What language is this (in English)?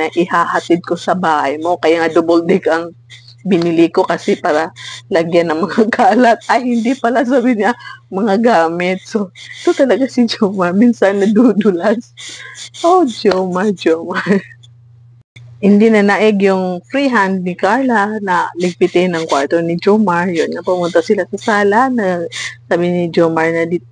Filipino